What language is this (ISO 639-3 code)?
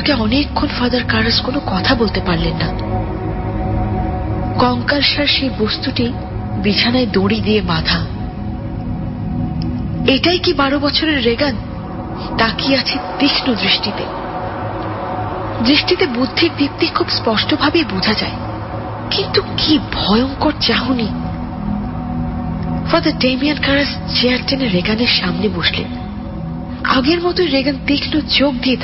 ben